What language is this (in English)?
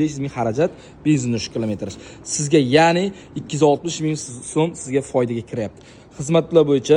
Uzbek